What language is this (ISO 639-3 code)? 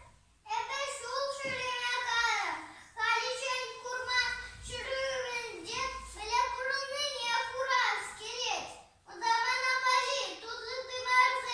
chv